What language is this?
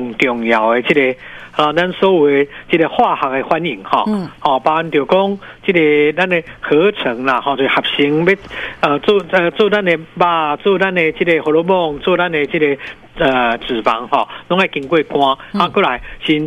Min Nan Chinese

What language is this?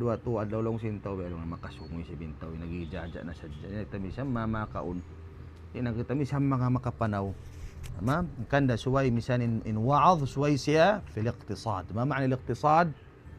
Tausug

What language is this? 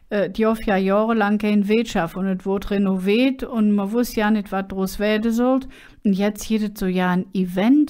Colognian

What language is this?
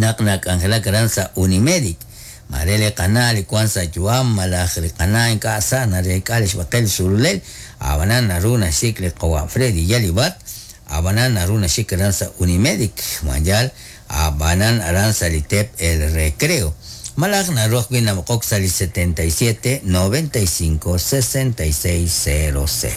Kekchí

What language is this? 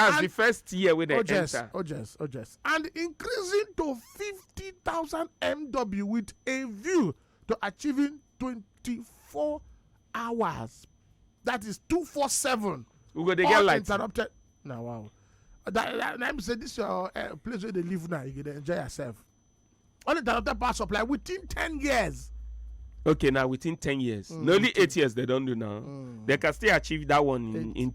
Nigerian Pidgin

